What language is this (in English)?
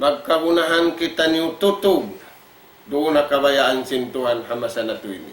Tausug